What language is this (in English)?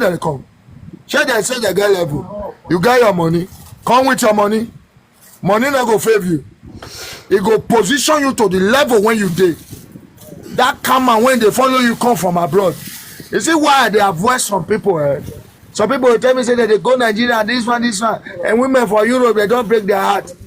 Nigerian Pidgin